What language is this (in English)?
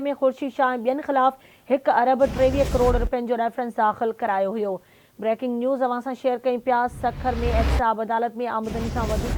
Sindhi